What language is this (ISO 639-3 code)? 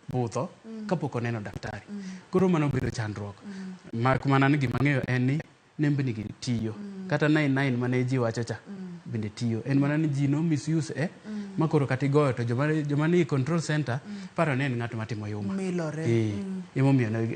luo